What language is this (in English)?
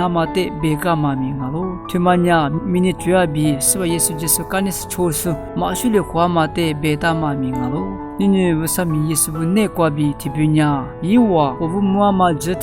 Lisu